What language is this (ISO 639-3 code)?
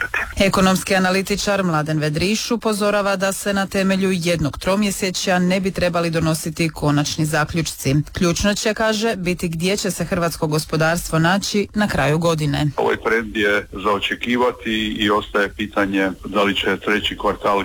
hrv